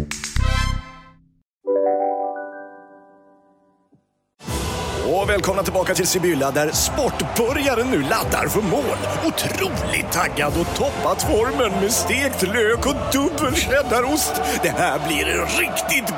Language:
Swedish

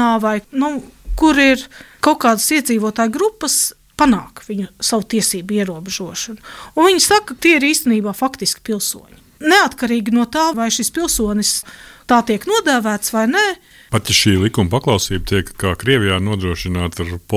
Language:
Latvian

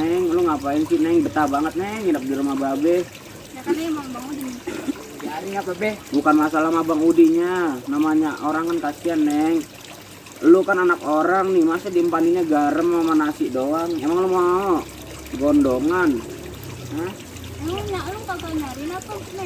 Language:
Betawi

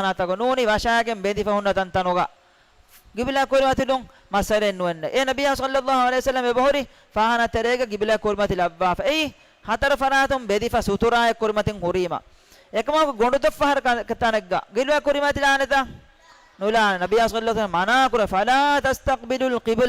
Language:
Divehi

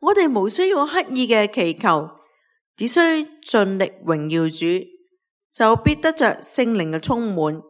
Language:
Cantonese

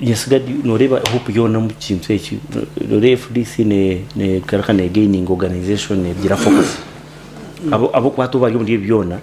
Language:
Nyankole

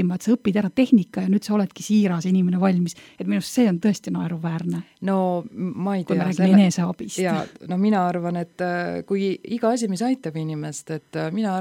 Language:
Estonian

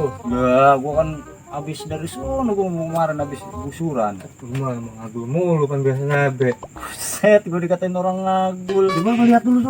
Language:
Betawi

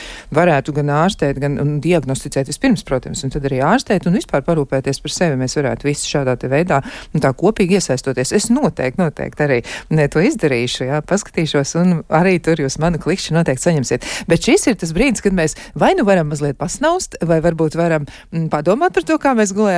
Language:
Latvian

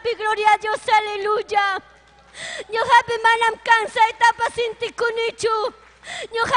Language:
Ayacucho Quechua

